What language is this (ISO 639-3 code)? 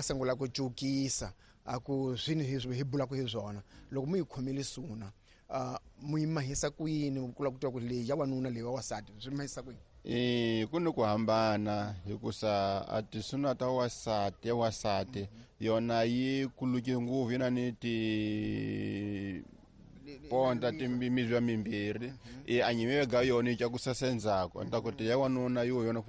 tso